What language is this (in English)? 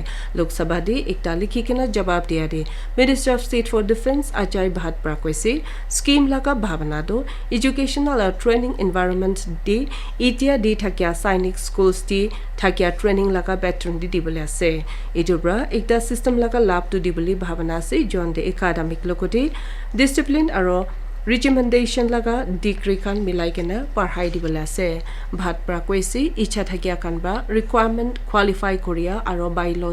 Naga Pidgin